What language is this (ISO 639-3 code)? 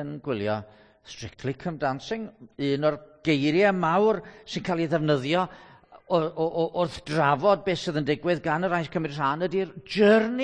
cym